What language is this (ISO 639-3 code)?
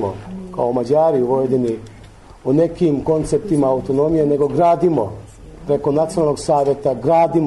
srp